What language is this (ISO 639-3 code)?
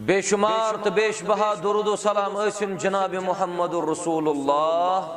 kas